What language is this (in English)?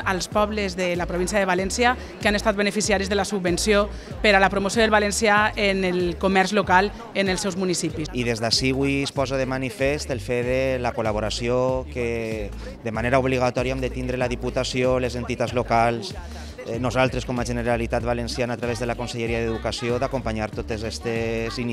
Catalan